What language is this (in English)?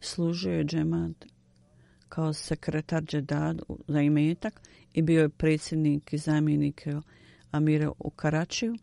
Bosnian